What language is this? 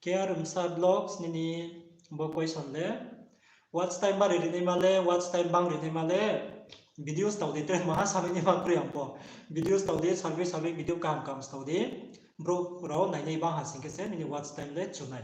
Riang (India)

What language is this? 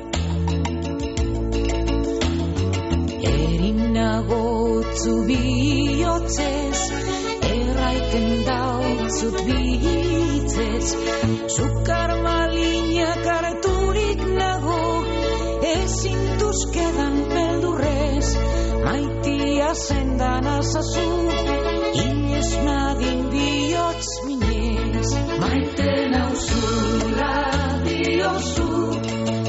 Basque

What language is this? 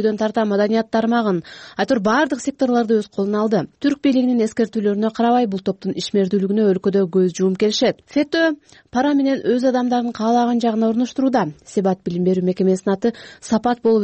Kyrgyz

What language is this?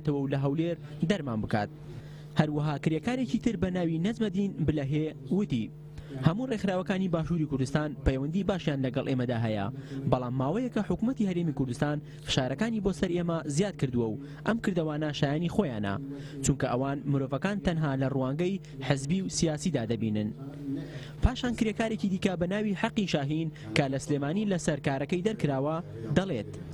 Central Kurdish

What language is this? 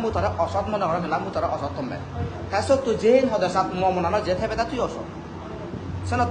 Chakma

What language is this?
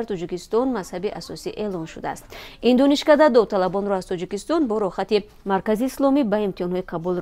Tajik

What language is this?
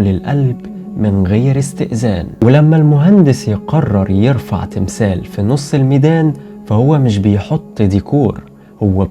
Egyptian Arabic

